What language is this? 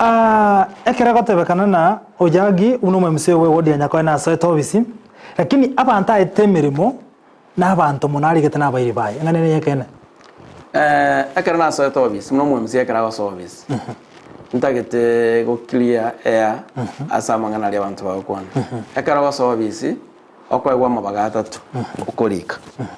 Gusii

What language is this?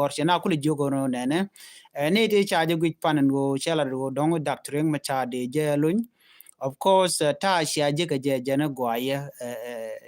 Nuer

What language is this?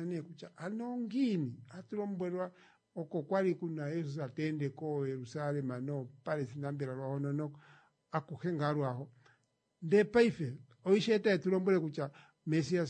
Kuanyama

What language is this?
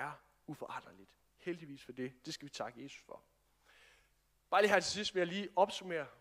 Danish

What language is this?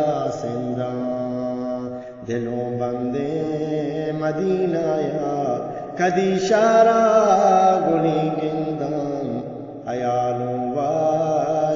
Eastern Balochi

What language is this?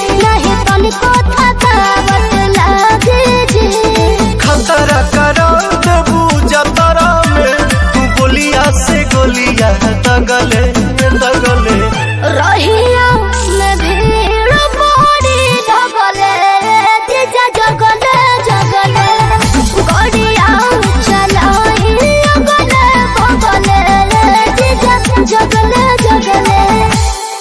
Bhojpuri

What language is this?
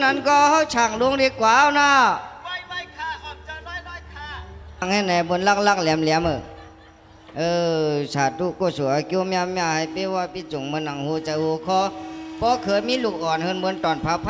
Shan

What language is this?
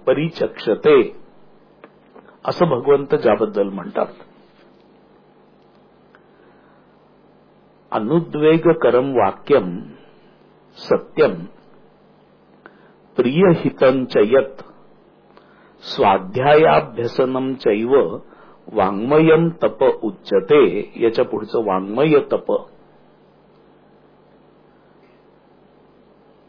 Marathi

